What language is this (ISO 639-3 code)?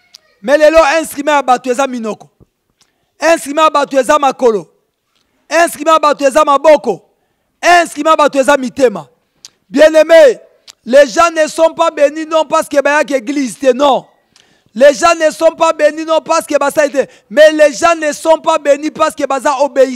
lin